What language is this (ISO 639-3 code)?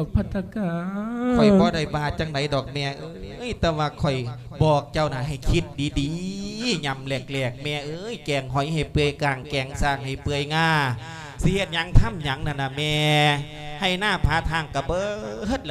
lao